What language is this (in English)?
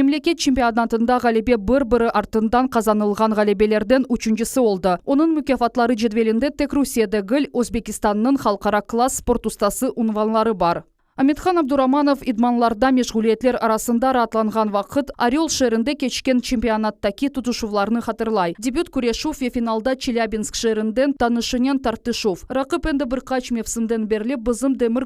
Crimean Tatar